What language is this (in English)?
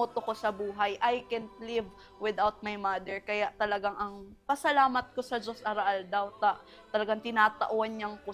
Bikol